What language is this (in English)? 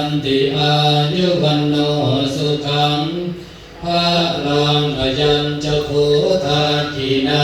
Pali